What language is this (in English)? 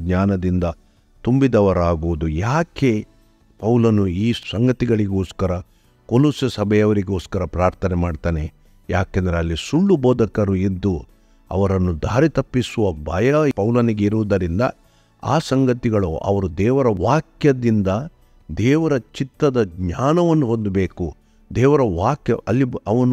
Kannada